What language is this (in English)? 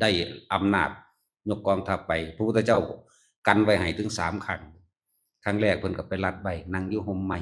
Northeastern Thai